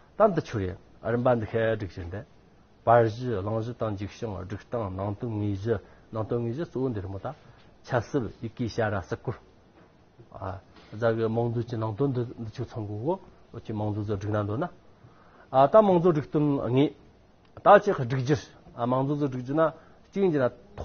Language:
Tibetan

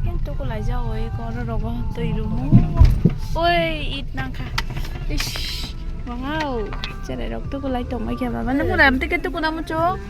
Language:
Kok Borok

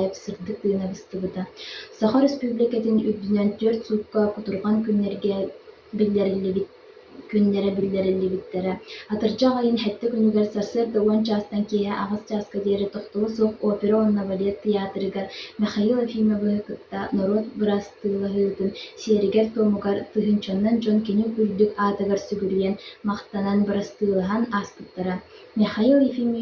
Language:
Yakut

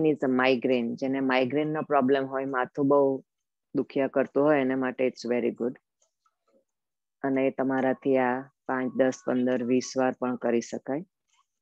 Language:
Gujarati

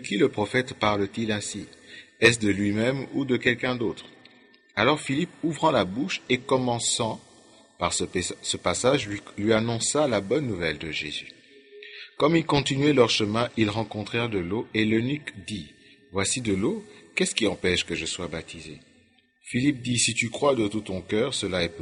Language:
French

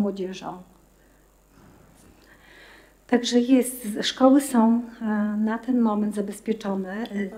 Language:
Polish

